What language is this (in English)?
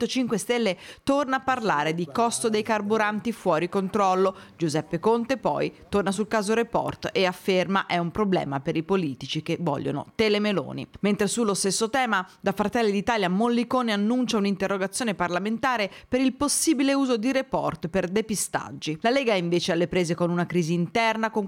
Italian